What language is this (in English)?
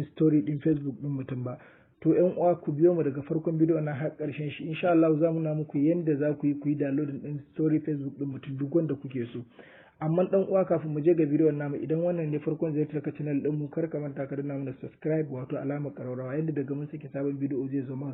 Hausa